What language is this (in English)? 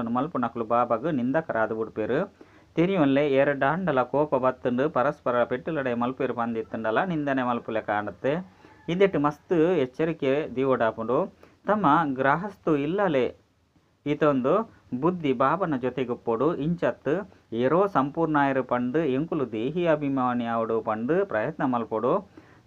Tulu